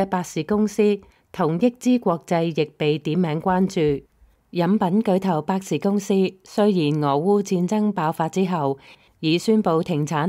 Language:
Cantonese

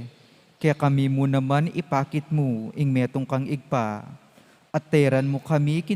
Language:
Pampanga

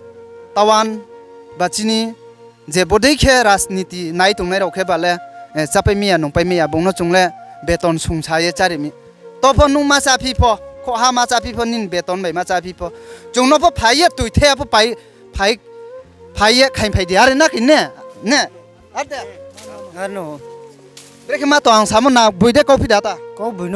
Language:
Riang (India)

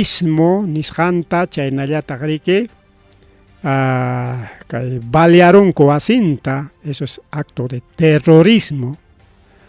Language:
Ayacucho Quechua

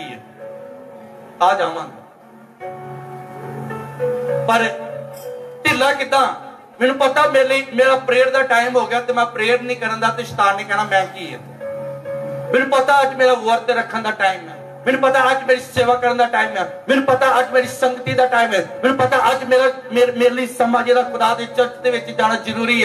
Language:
Punjabi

